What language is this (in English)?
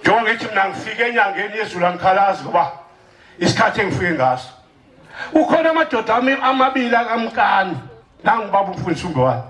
Zulu